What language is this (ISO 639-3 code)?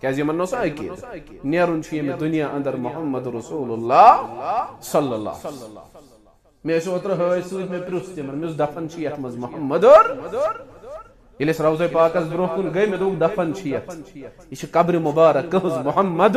kas